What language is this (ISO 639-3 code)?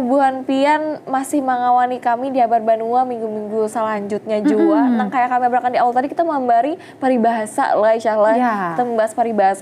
bjn